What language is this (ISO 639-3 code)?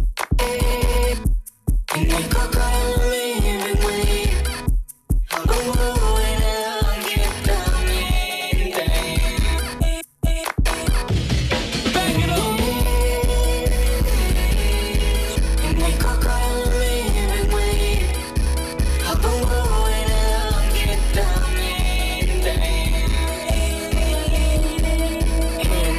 fil